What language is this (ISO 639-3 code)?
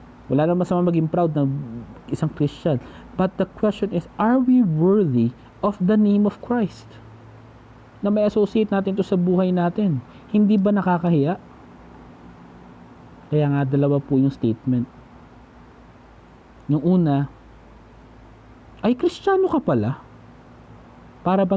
fil